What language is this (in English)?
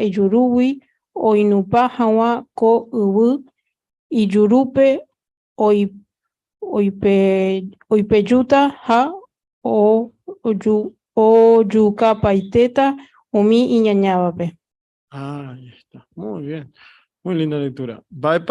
Guarani